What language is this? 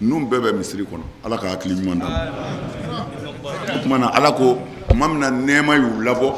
Bambara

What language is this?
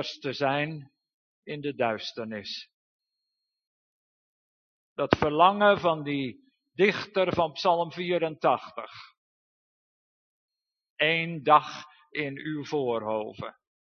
Dutch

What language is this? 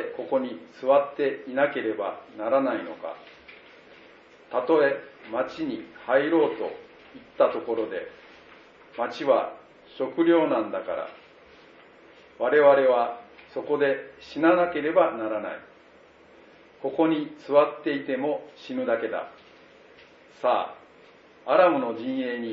Japanese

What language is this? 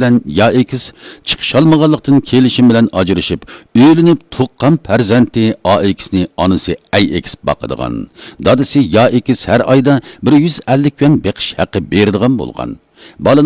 Uyghur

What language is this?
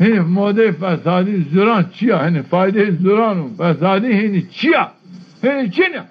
Zaza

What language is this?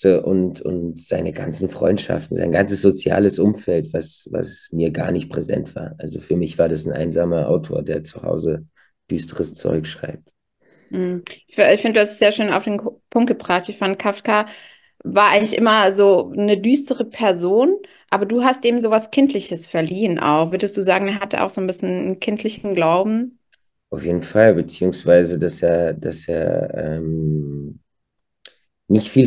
German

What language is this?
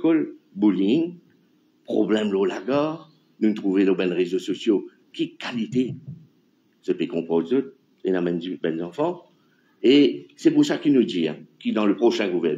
Morisyen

